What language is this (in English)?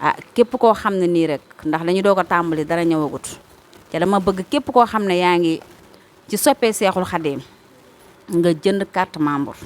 Wolof